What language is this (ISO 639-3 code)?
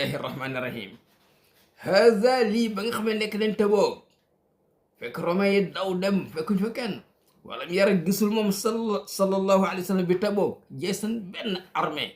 wol